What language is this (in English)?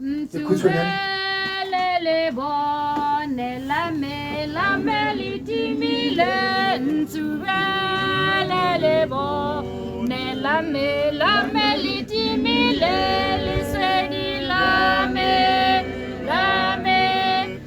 Tswana